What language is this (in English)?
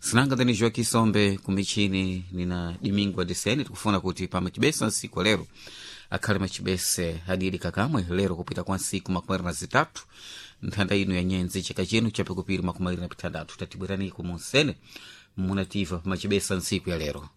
Sena